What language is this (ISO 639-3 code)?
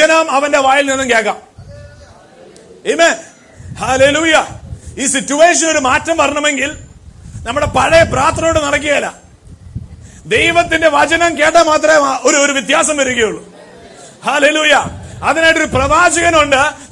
mal